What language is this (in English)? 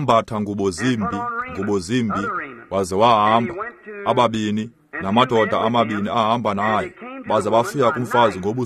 Xhosa